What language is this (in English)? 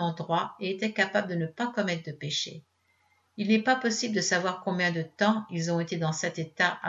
French